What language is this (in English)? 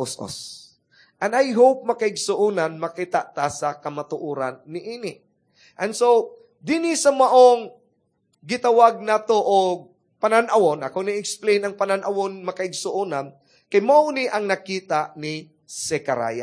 Cebuano